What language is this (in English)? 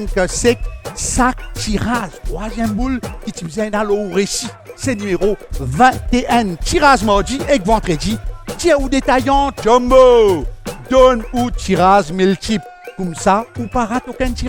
Morisyen